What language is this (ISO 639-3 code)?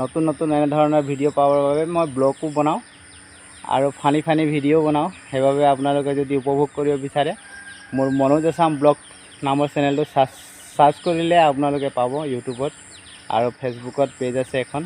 asm